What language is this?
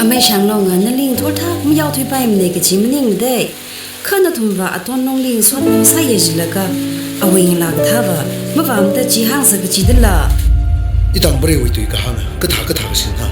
Tangkhul Naga (India)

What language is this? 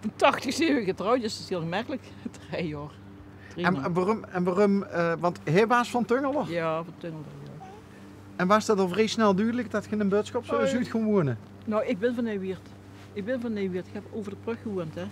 Limburgish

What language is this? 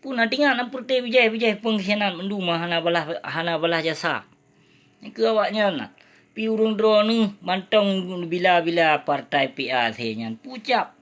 Achinese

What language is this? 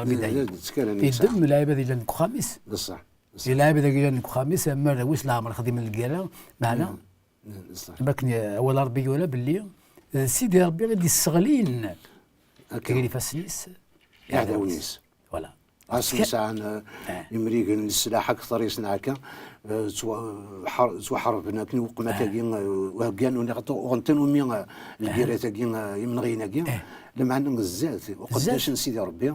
Kabyle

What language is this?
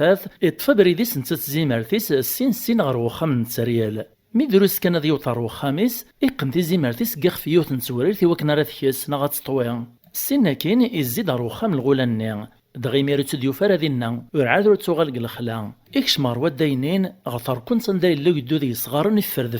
Kabyle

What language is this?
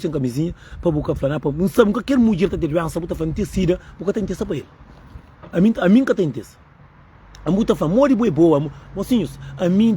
Kabuverdianu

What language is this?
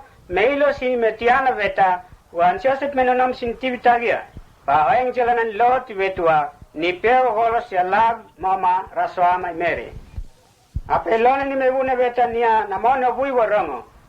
Mota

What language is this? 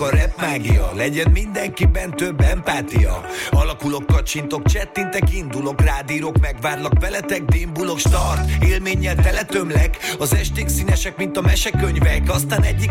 Hungarian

